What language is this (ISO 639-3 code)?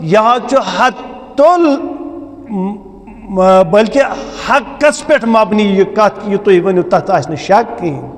kas